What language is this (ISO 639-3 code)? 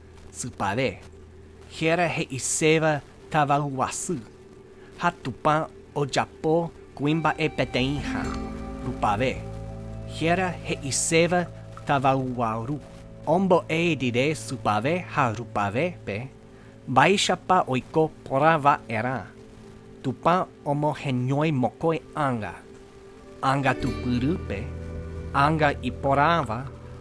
grn